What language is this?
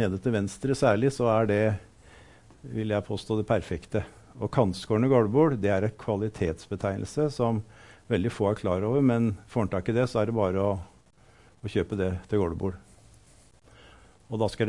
Norwegian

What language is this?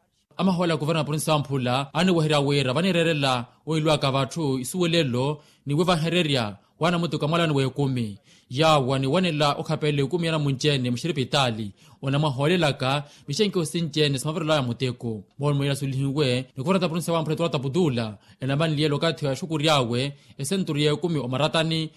Makhuwa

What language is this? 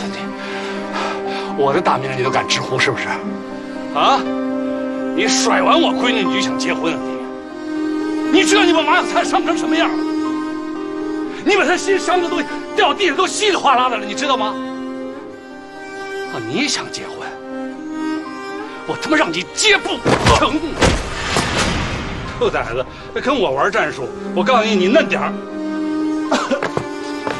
Chinese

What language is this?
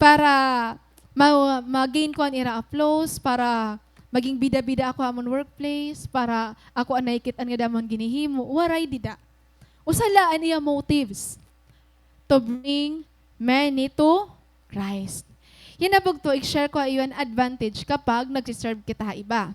Waray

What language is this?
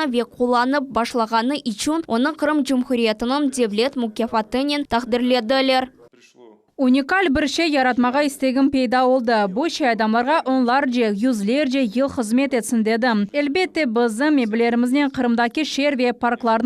Crimean Tatar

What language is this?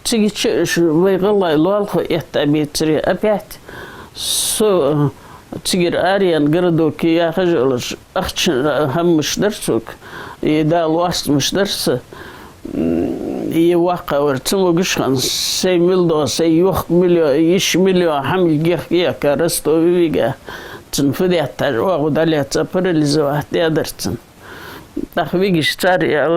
Ingush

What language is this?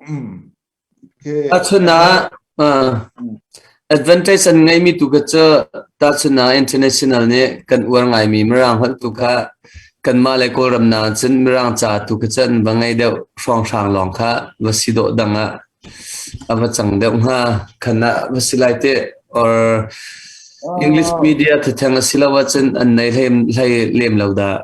Hakha Chin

